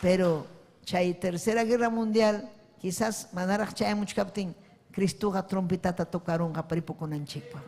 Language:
Ayacucho Quechua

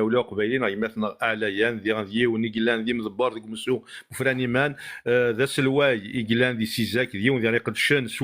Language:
Kabyle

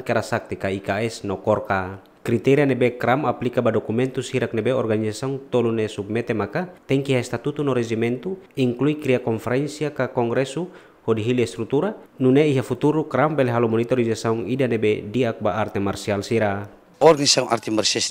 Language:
Tetum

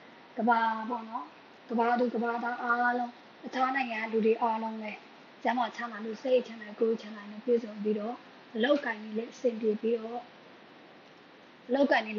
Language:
Burmese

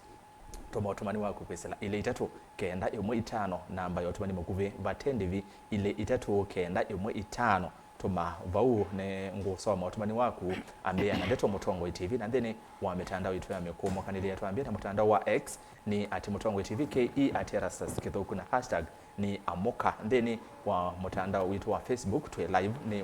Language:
Kamba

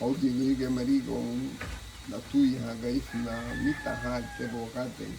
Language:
Garifuna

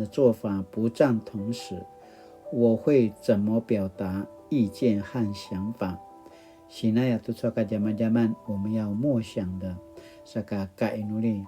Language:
Paiwan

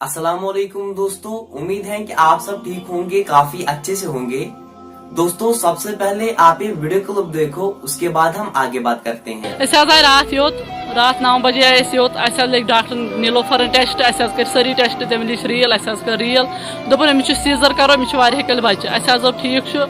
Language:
Kashmiri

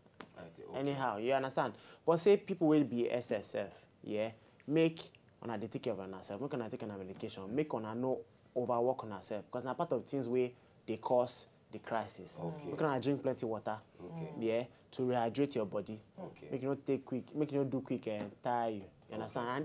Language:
Nigerian Pidgin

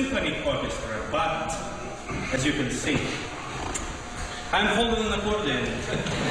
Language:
Serbian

